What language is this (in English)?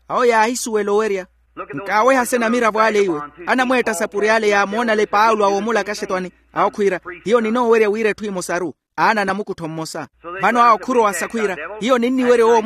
Makhuwa